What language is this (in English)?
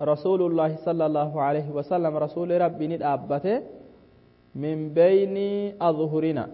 Oromo